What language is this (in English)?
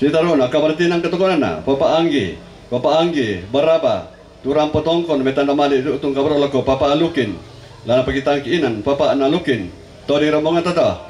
Toraja-Sa'dan